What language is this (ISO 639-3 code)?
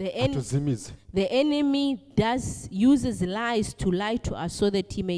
run